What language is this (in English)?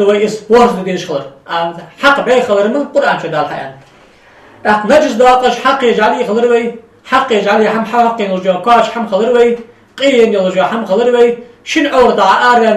Ingush